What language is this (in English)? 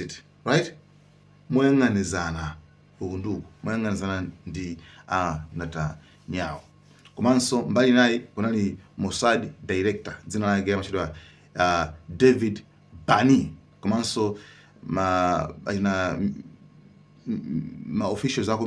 Nyanja